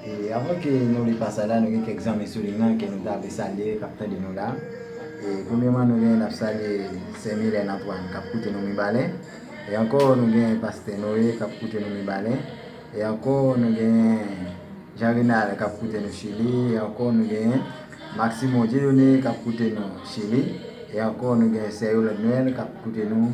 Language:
Haitian Creole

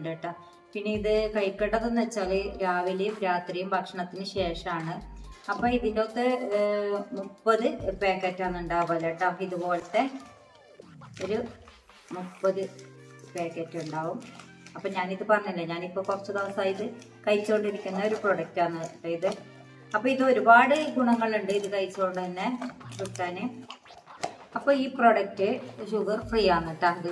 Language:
Malayalam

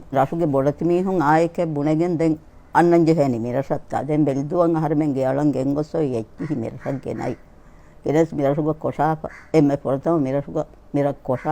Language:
Divehi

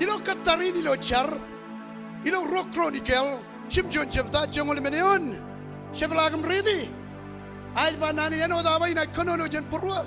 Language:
Marshallese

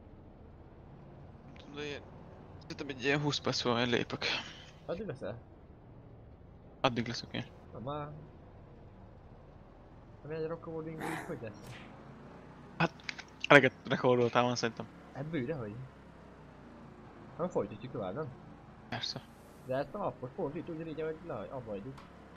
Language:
Hungarian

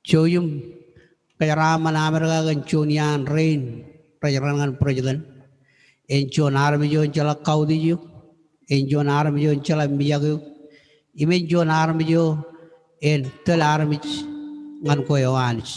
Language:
Marshallese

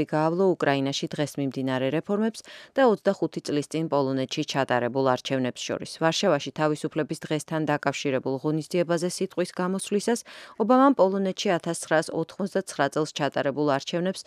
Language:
Georgian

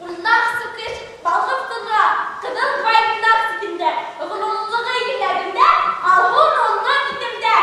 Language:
Bashkir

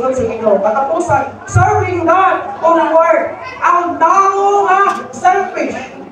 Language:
Cebuano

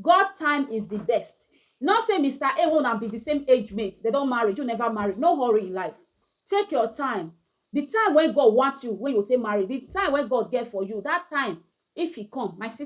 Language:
Nigerian Pidgin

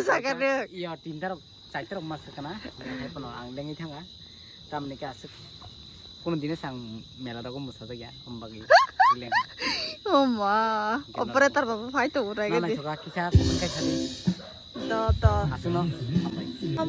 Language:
Kok Borok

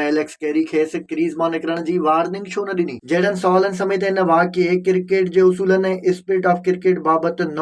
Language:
Sindhi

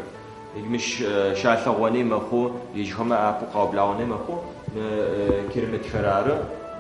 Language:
Adyghe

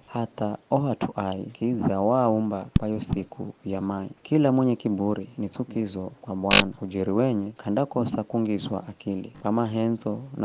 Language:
Giryama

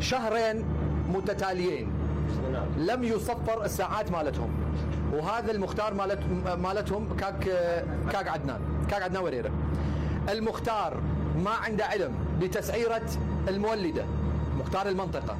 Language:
Mesopotamian Arabic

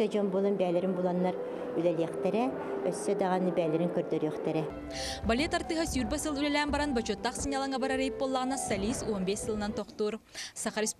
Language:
Yakut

